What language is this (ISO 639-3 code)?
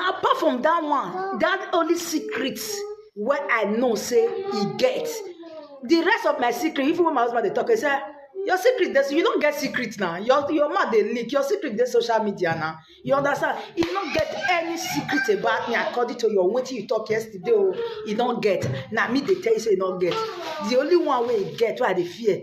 pcm